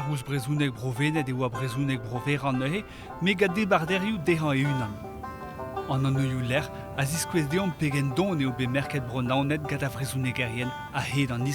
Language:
Breton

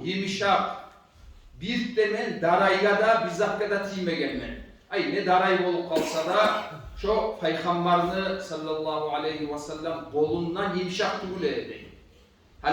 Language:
Kumyk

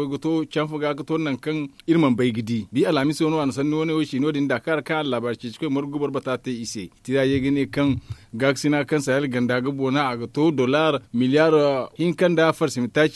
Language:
Zarma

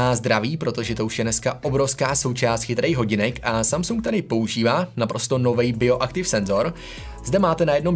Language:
Czech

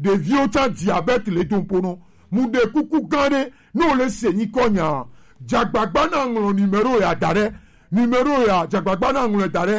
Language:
Gen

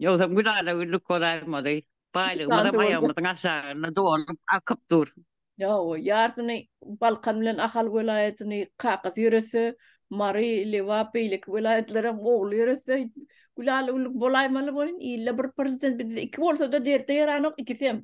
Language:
Turkmen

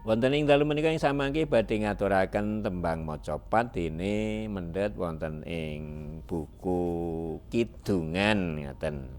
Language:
Javanese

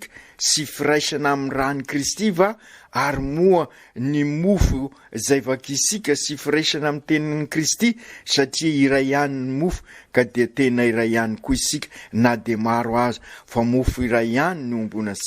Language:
Malagasy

